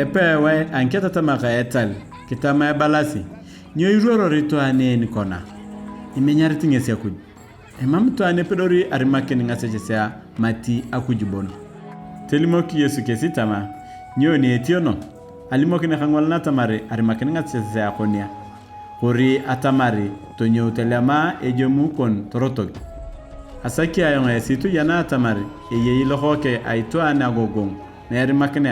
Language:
Turkana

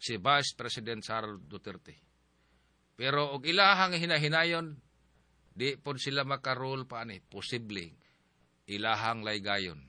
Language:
Cebuano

